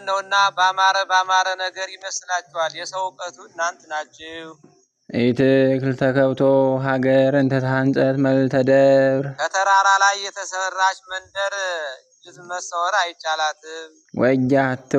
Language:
Amharic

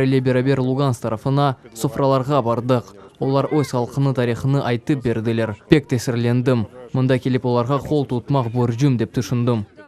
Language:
Crimean Tatar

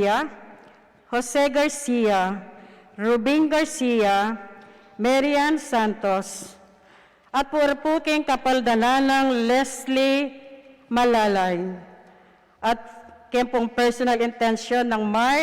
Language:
Pampanga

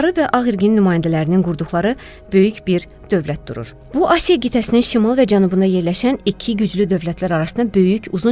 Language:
Azerbaijani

